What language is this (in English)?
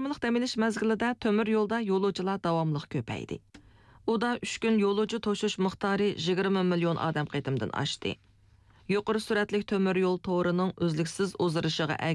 Uyghur